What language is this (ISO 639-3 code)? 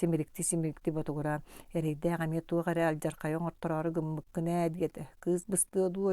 sah